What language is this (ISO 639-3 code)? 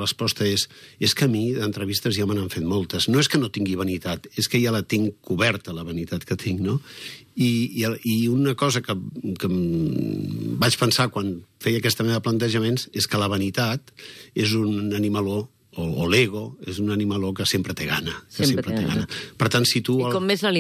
cat